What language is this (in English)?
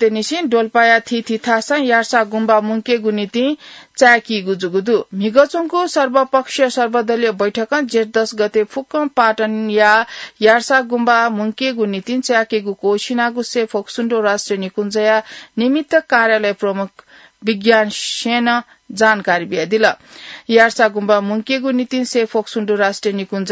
Newari